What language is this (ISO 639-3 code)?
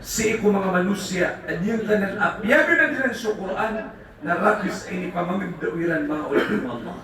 mrw